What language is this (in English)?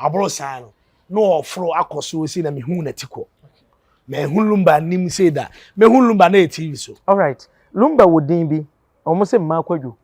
Akan